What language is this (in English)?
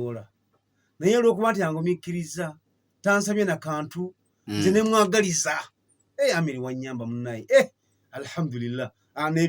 Ganda